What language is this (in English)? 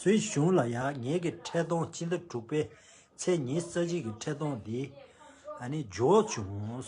Tibetan